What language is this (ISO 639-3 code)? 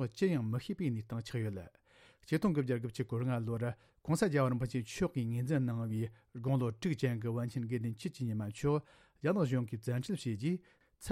bod